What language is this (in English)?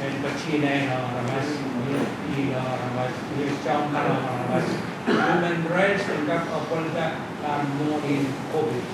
Pohnpeian